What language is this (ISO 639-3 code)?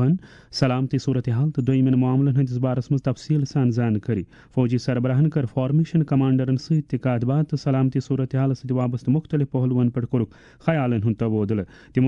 kas